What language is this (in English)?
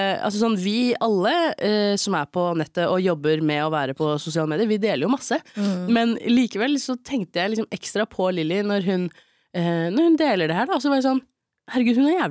Norwegian